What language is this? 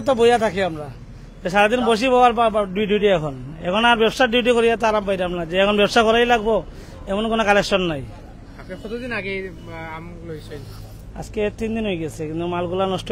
Sylheti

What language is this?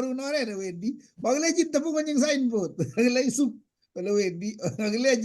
Kalenjin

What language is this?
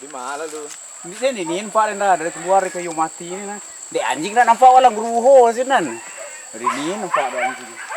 Minangkabau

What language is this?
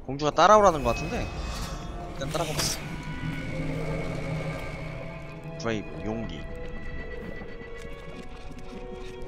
Korean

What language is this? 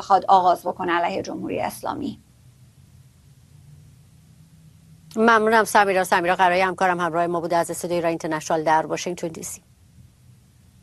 Persian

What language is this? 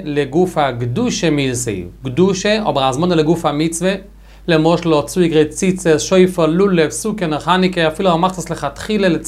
Yiddish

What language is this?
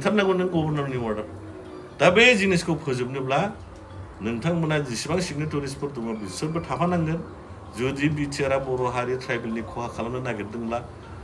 Bodo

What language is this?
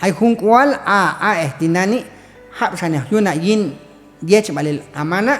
Q'anjob'al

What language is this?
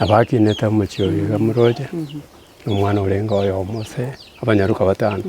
Gusii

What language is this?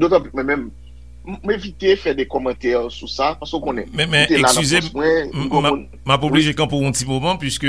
Haitian Creole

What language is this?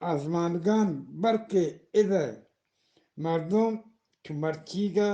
Eastern Balochi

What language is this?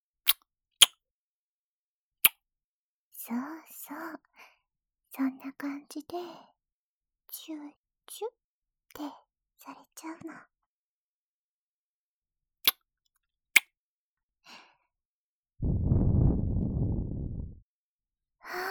Japanese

